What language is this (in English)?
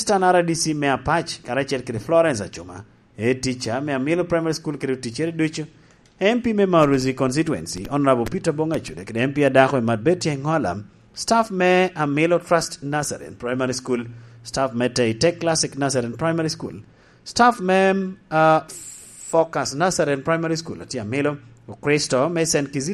Lango (Uganda)